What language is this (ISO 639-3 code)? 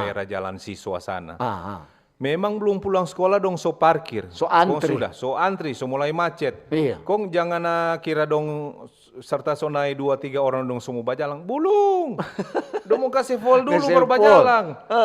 xmm